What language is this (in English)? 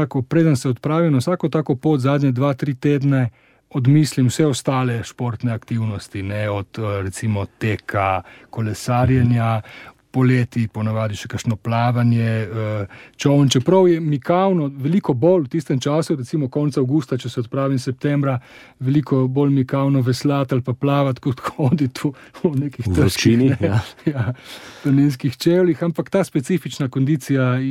Slovenian